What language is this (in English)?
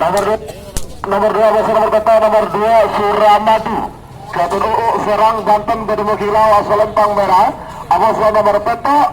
Madurese